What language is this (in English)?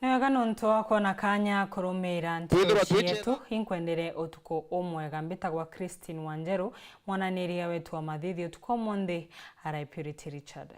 Meru